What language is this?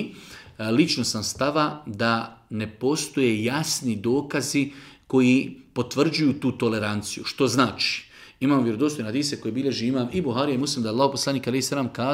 Bosnian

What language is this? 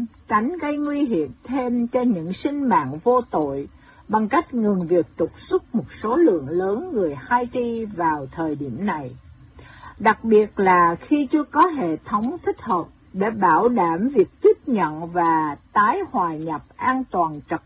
Vietnamese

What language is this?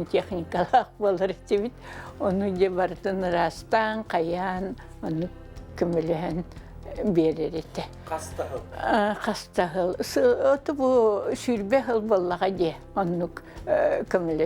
Yakut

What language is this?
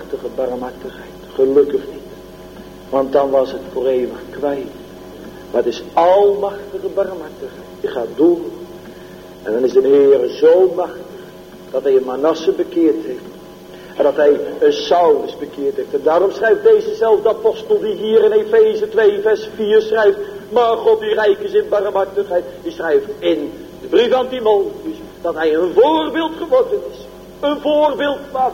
Dutch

